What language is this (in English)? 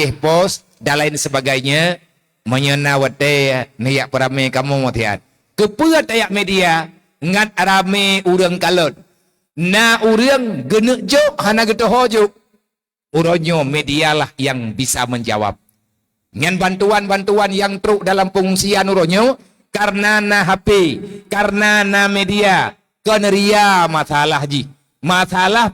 Achinese